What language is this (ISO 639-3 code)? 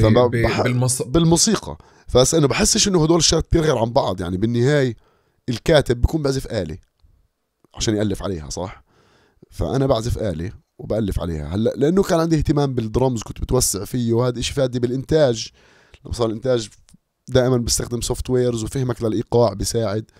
apc